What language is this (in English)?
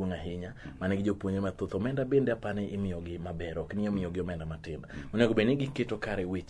Luo (Kenya and Tanzania)